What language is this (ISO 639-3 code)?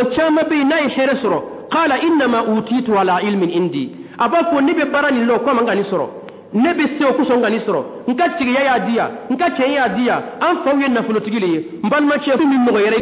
dyu